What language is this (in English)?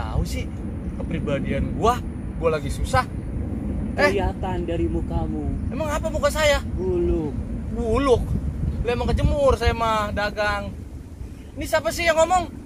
Betawi